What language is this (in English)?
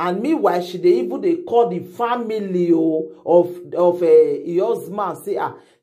Nigerian Pidgin